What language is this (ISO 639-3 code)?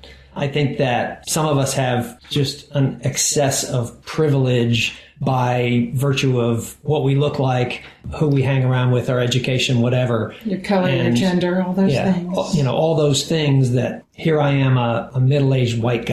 eng